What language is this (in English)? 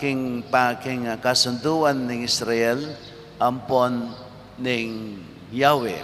Pampanga